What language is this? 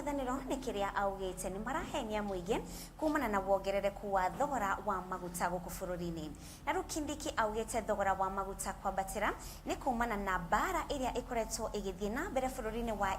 Kikuyu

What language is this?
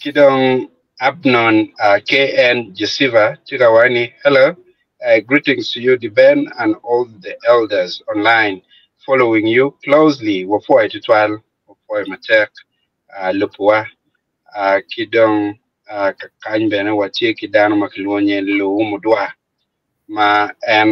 Acoli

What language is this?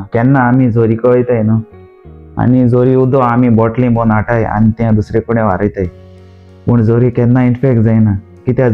Konkani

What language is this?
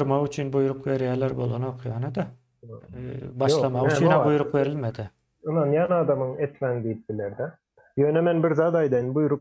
Turkmen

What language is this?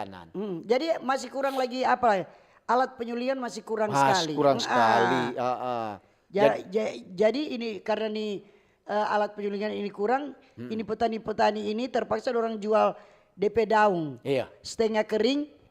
Manado Malay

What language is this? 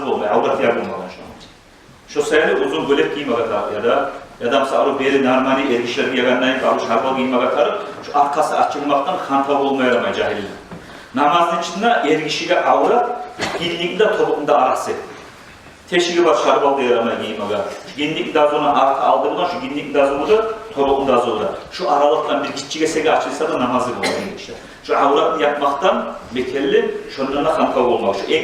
Kumyk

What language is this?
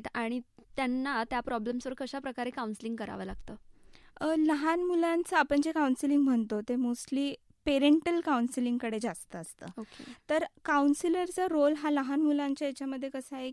Marathi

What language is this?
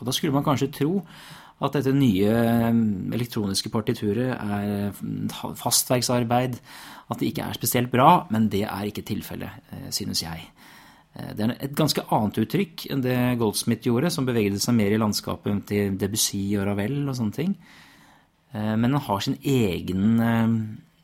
Norwegian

